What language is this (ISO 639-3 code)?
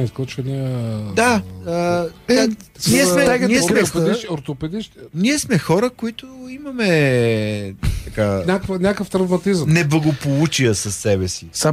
bul